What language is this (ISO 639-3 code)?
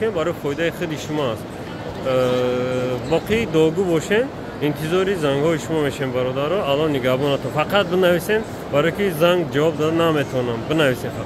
tgk